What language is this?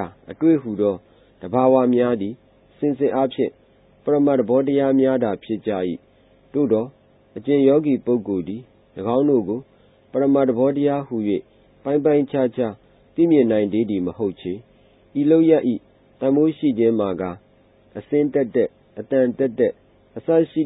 Burmese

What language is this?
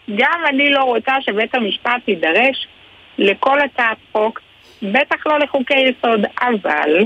Hebrew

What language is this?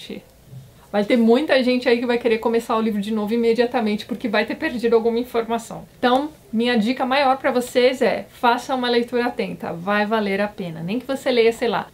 Portuguese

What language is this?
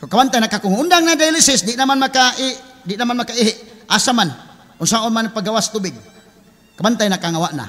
Cebuano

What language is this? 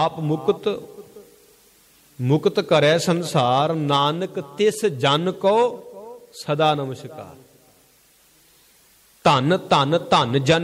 Punjabi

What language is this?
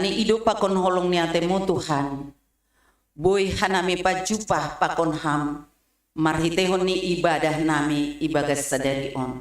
Batak Simalungun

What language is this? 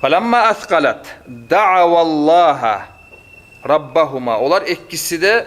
Kumyk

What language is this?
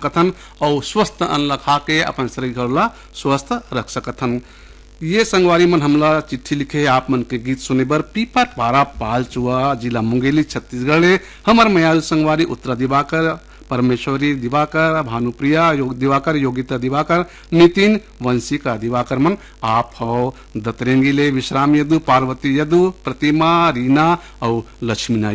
Chhattisgarhi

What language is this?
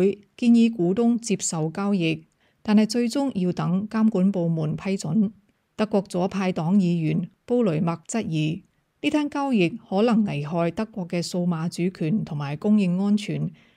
Cantonese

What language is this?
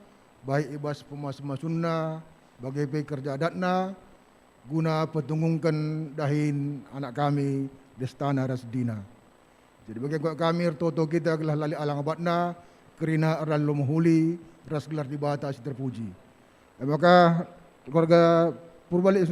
Batak Karo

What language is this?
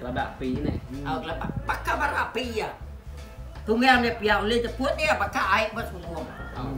Iban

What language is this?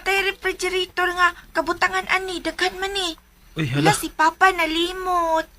Cebuano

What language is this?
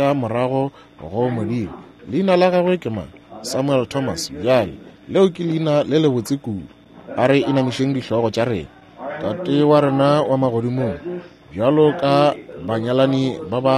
Northern Sotho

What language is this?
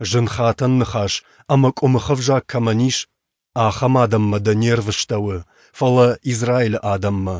Ossetic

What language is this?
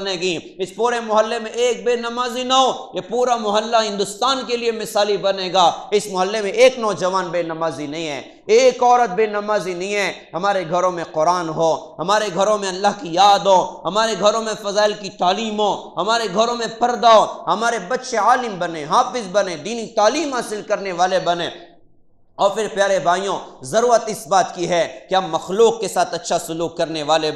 Urdu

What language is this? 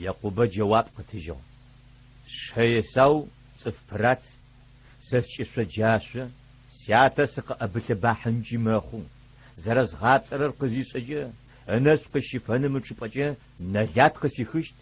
Adyghe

